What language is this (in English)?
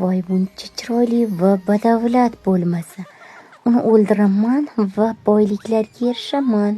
Uzbek